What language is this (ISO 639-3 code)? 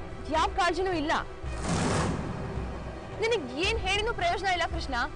kan